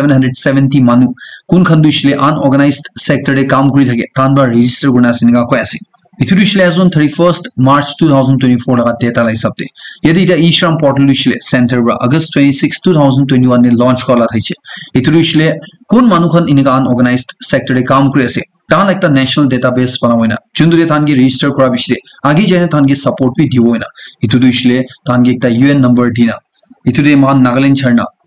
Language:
Naga Pidgin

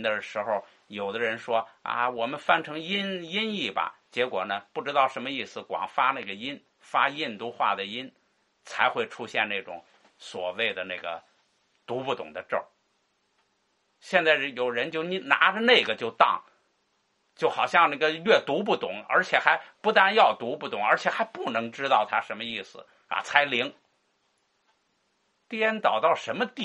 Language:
Chinese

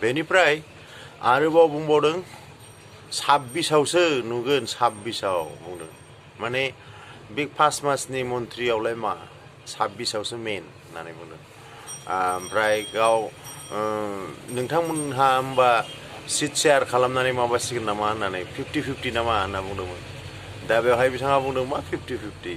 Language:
Bodo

